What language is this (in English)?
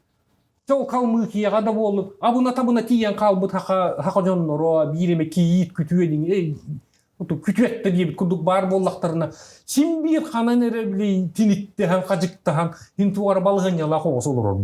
Yakut